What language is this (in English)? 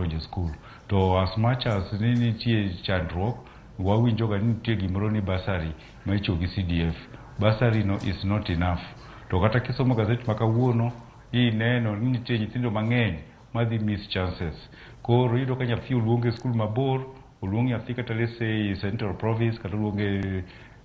Luo (Kenya and Tanzania)